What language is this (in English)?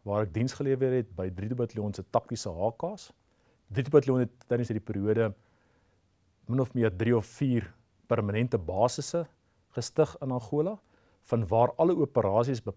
Afrikaans